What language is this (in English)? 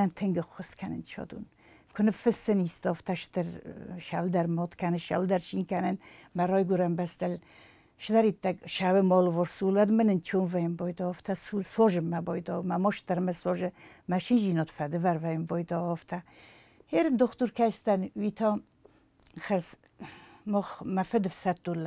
Ossetic